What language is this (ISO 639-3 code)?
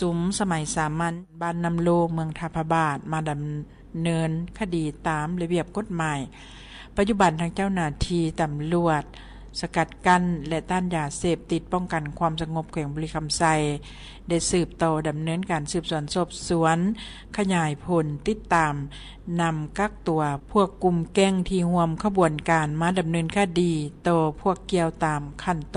lao